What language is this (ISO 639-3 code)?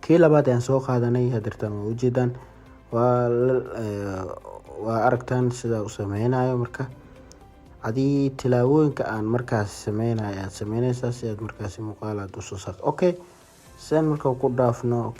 som